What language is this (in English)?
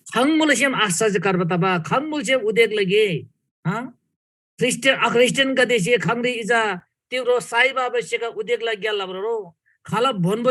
Eastern Tamang